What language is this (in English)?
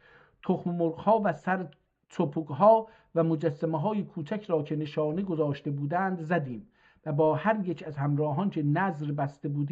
South Azerbaijani